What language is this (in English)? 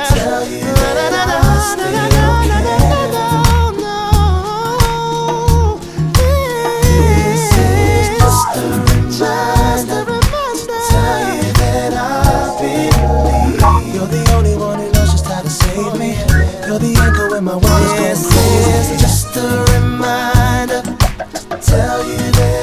English